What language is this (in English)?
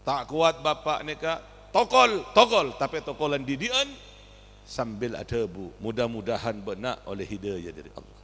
Madurese